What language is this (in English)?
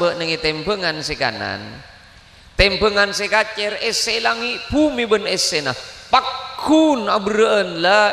Madurese